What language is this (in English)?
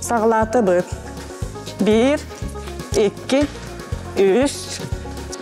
Yakut